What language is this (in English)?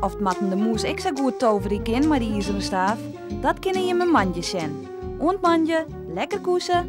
Western Frisian